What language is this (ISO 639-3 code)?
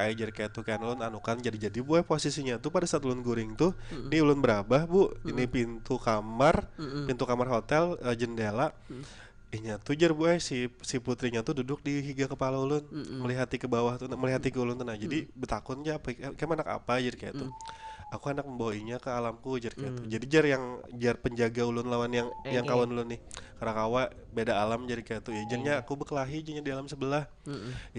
bjn